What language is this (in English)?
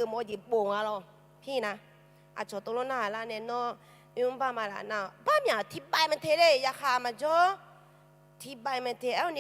Akha